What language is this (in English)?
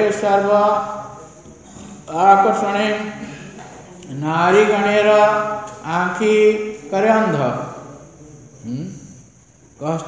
Odia